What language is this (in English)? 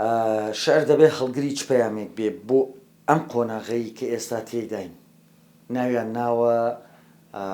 Central Kurdish